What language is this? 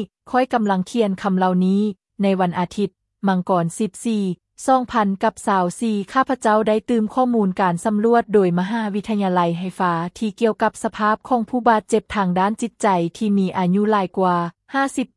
Lao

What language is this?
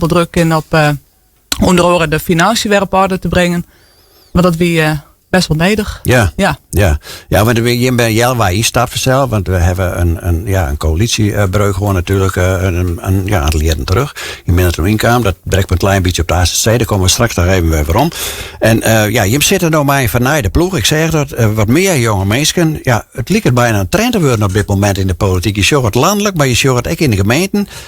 Western Frisian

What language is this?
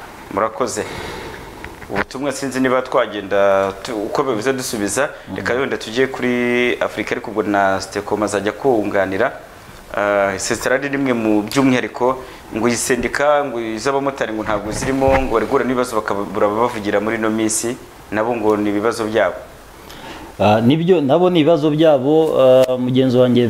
Kinyarwanda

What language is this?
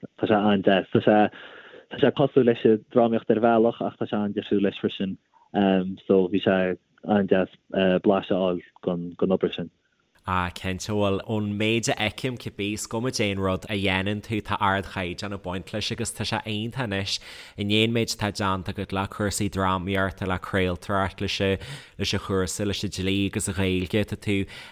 Irish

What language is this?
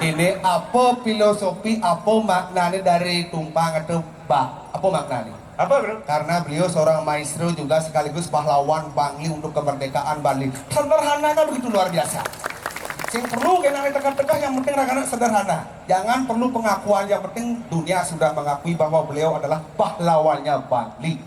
Balinese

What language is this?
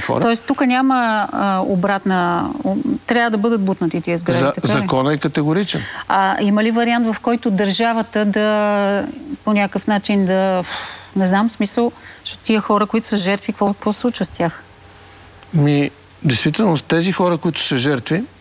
Bulgarian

